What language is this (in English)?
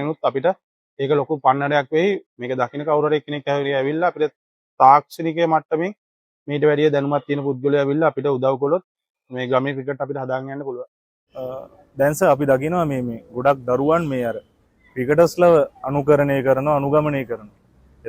Sinhala